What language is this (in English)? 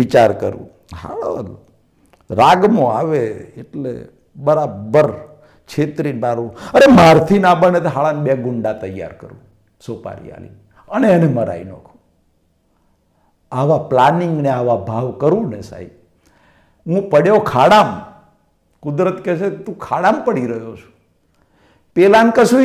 Gujarati